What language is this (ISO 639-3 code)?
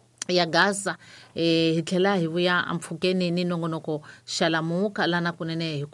tso